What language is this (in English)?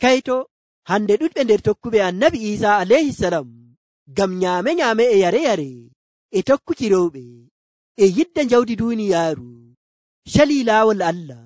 Nigerian Fulfulde